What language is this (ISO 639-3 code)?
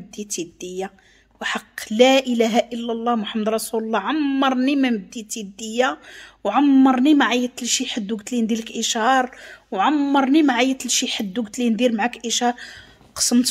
ary